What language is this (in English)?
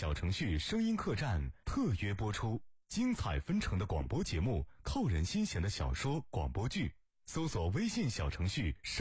Chinese